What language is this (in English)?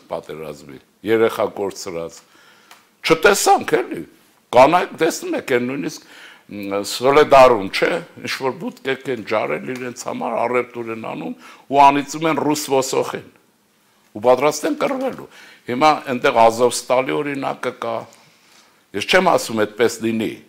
Armenian